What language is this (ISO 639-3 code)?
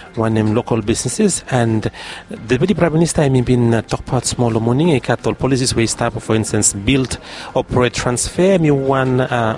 bis